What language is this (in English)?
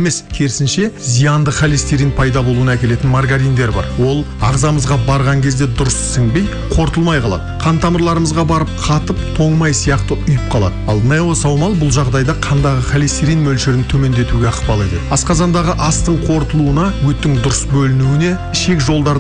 Kazakh